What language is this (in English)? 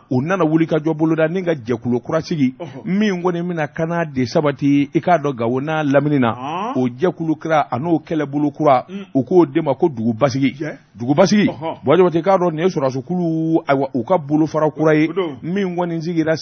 Bambara